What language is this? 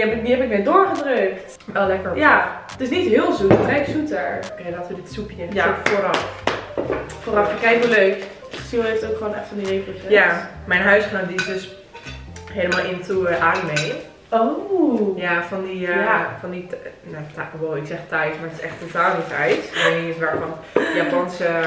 Dutch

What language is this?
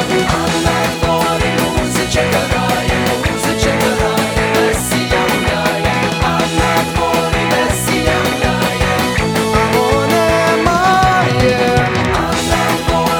Ukrainian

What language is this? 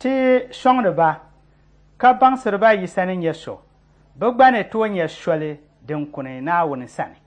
Dagbani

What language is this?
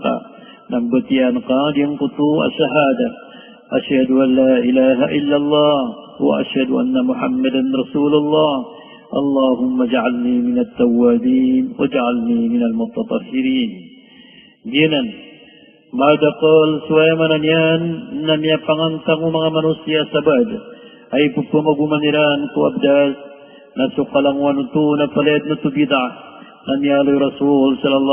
Maranao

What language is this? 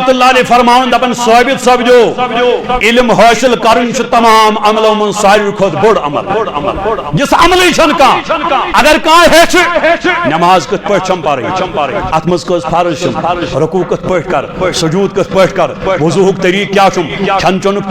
Kashmiri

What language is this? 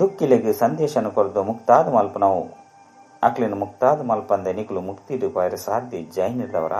Tulu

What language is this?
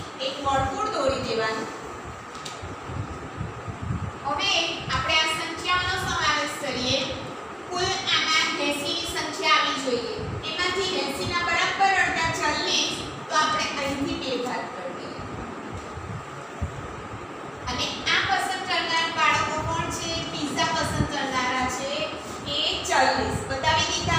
Gujarati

